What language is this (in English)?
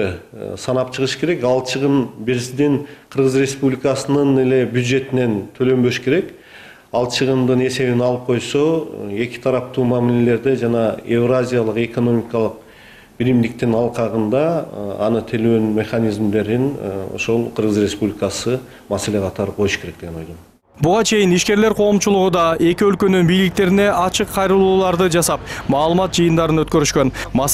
Kyrgyz